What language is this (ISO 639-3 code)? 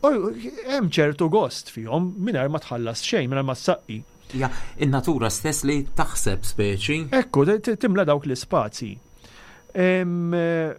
mlt